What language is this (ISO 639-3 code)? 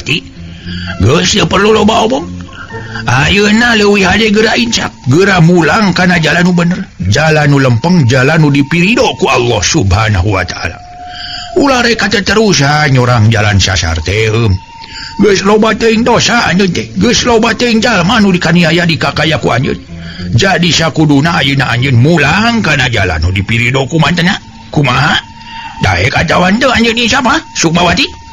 sun